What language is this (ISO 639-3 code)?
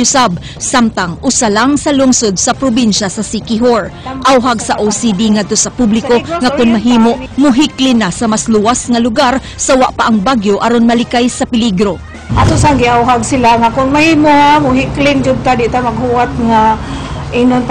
ceb